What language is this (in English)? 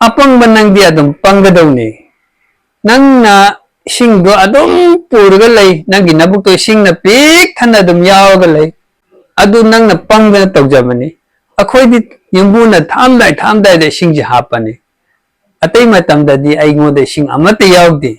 Manipuri